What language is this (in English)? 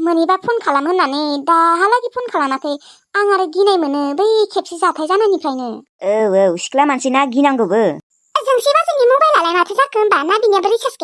Bodo